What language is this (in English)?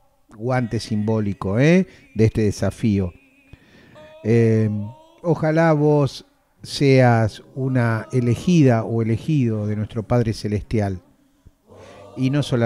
Spanish